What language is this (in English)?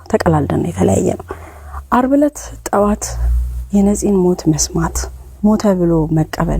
Amharic